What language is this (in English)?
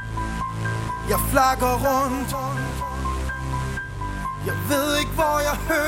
Swedish